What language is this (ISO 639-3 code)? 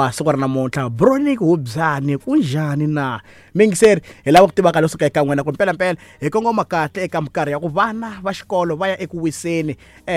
tso